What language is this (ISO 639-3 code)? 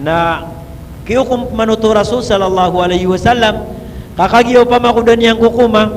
mrw